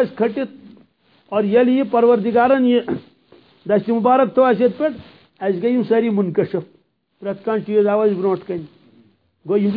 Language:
Kashmiri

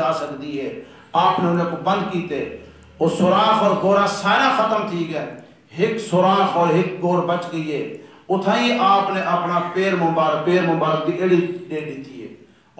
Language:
Saraiki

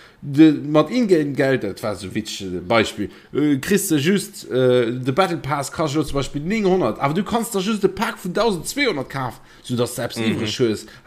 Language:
Luxembourgish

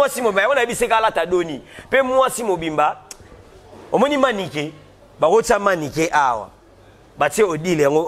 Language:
Lingala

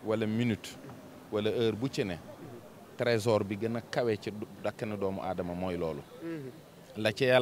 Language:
Wolof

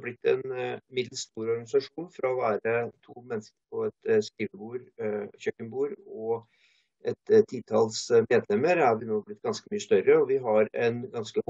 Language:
Norwegian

